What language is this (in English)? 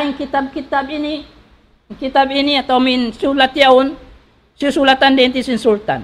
Tausug